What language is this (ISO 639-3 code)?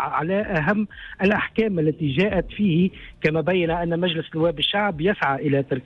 aeb